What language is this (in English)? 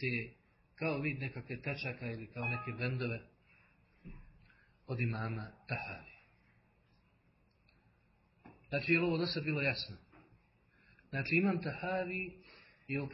Bosnian